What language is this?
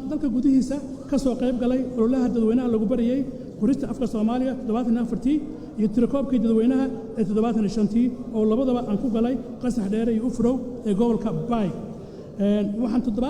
Somali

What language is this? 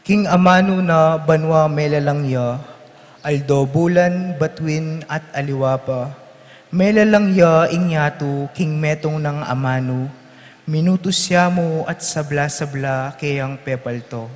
Pampanga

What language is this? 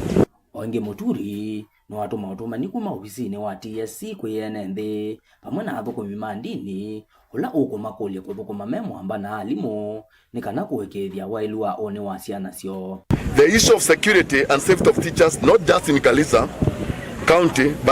Kamba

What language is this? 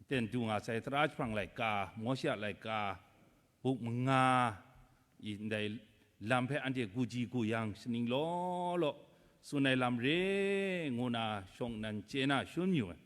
Kachin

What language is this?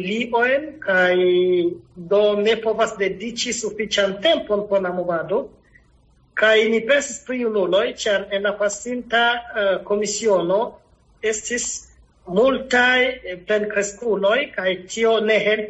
Esperanto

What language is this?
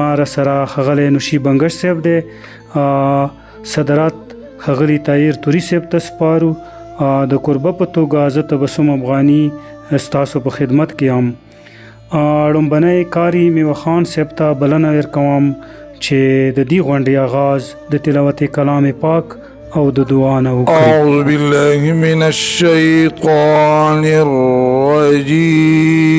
Pashto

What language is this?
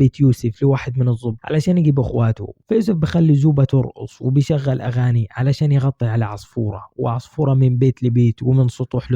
Egyptian Arabic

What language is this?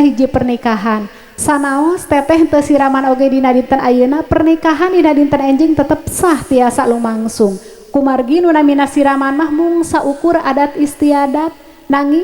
Sundanese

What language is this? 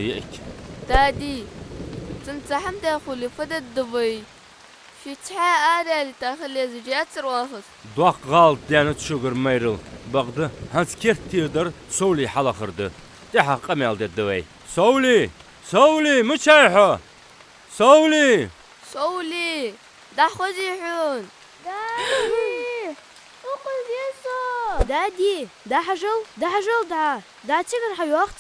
Ingush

